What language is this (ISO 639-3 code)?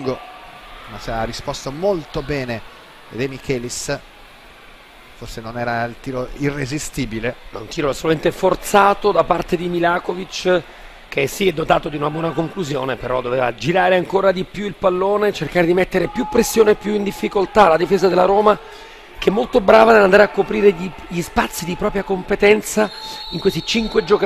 ita